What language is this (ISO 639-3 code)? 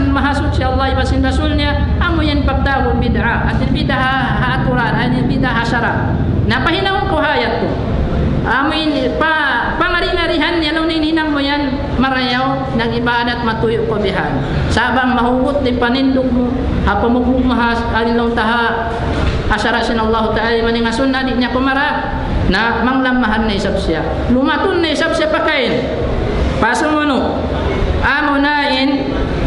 tsg